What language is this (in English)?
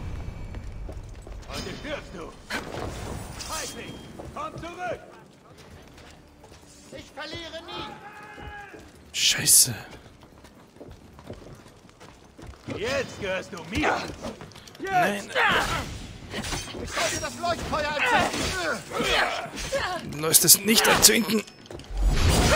German